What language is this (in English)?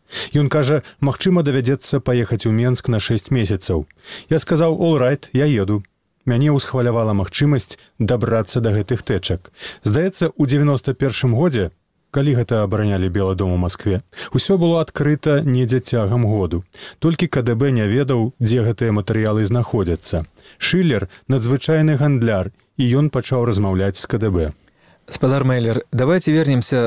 Belarusian